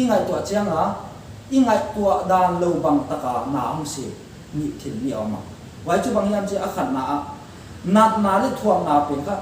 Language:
Paite Chin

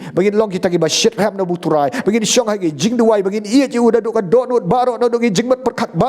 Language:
Khasi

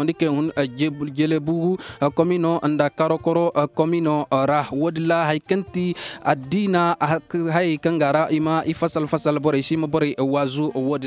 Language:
Koyraboro Senni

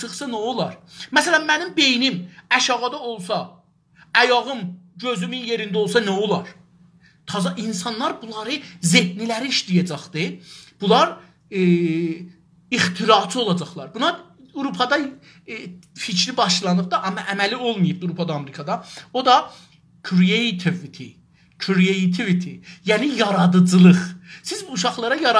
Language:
South Azerbaijani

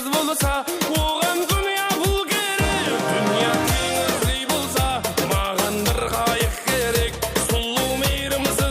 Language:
Kara-Kalpak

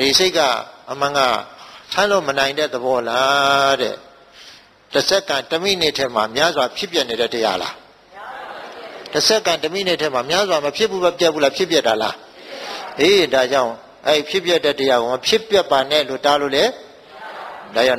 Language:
Burmese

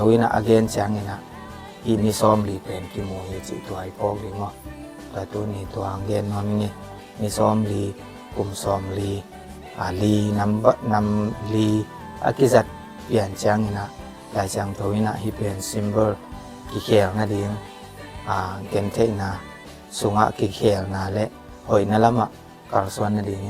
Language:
Tedim Chin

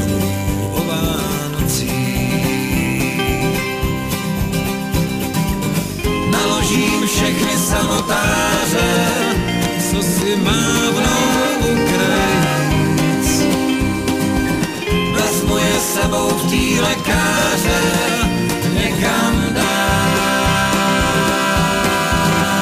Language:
Czech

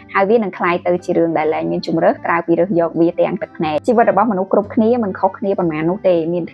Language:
Khmer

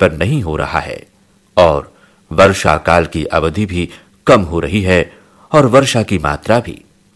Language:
Hindi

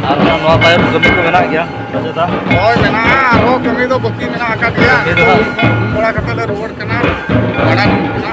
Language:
Santali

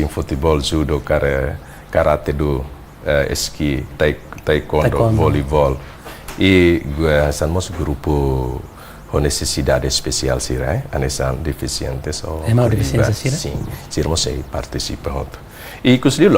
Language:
Tetum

